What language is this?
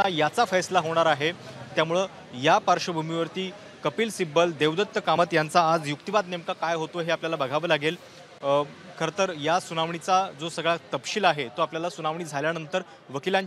Marathi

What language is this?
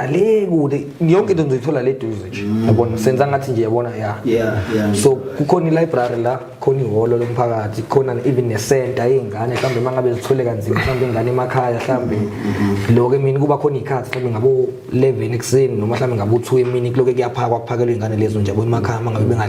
Zulu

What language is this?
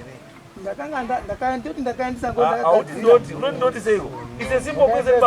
Shona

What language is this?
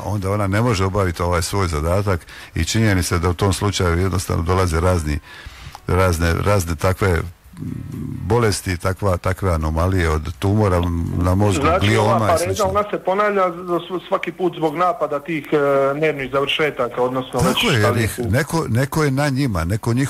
Croatian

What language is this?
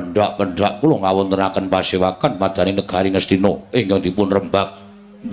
Javanese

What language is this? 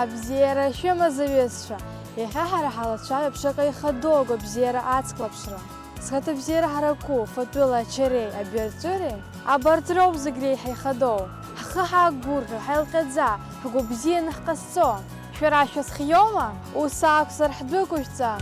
Abkhazian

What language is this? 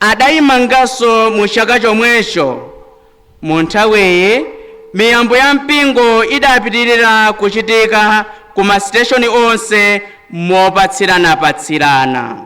Nyanja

